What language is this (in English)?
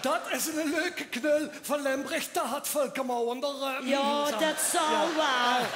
Limburgish